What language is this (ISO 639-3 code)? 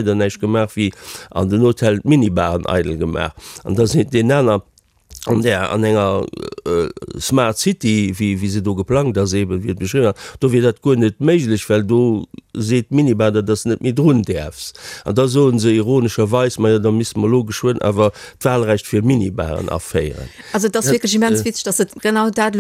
ltz